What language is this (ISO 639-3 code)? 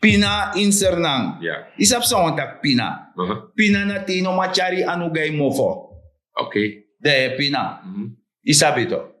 srn